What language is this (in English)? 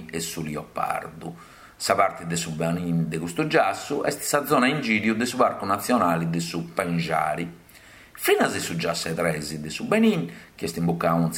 Sardinian